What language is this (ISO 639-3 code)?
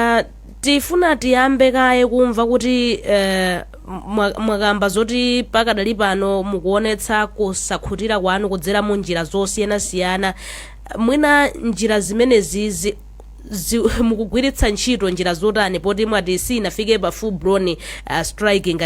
nya